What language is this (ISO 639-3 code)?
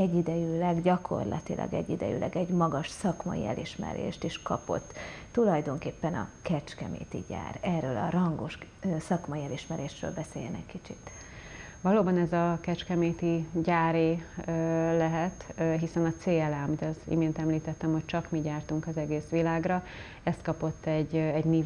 hun